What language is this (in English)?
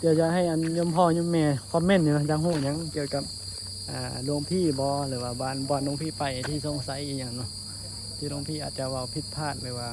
Northeastern Thai